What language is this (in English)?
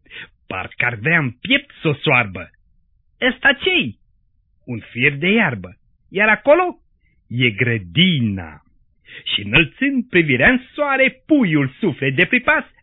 Romanian